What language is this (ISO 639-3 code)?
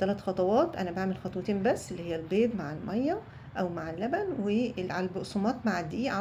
arz